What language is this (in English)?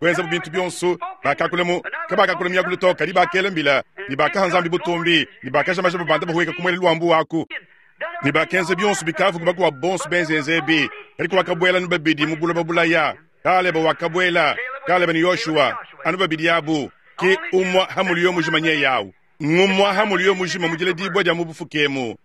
Luba-Lulua